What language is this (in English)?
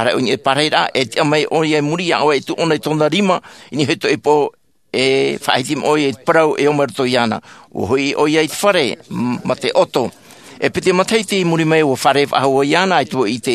Tahitian